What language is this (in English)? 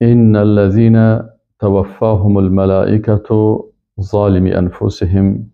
Persian